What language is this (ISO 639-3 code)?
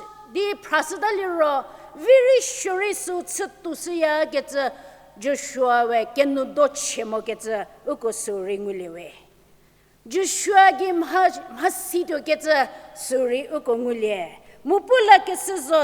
njm